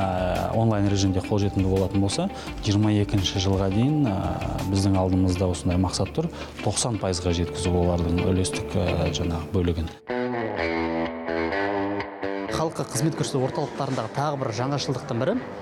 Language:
Kazakh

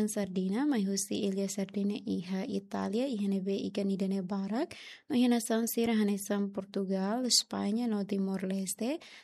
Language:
Tetum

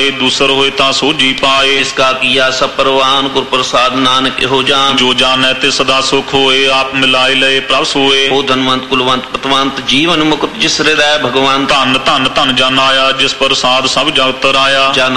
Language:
Punjabi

